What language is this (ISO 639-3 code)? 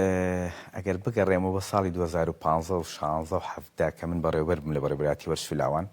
ckb